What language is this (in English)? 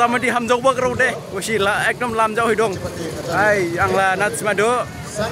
Dimasa